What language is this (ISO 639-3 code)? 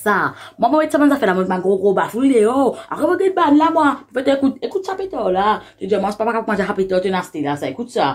mfe